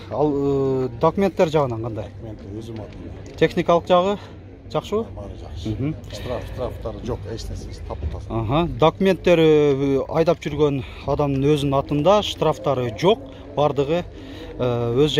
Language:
Kyrgyz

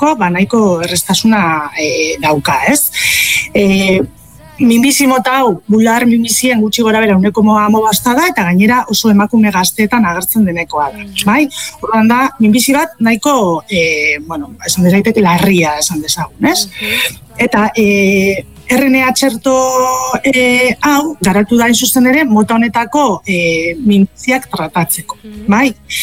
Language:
Basque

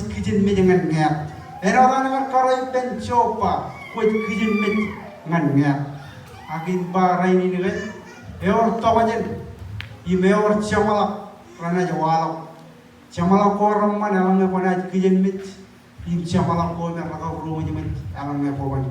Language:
Marshallese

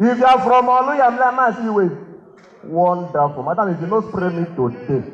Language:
Igbo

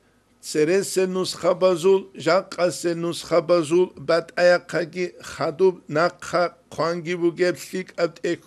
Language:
Avaric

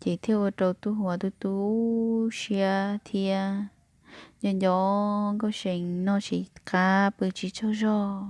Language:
Hmong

